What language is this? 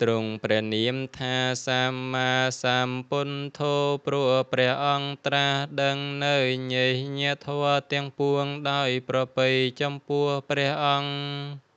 Khmer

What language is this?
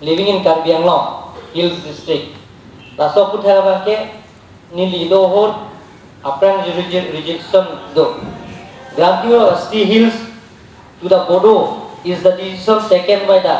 Karbi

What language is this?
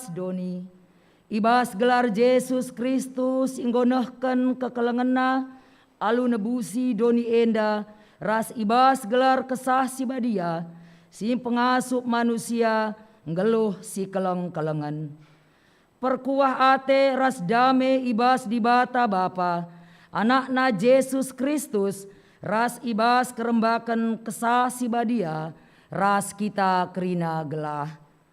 Batak Karo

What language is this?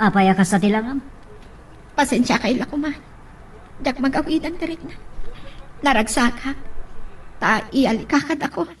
Iloko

